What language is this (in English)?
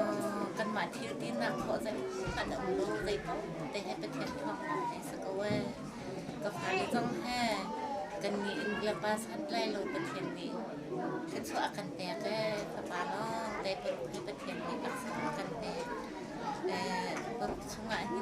Hakha Chin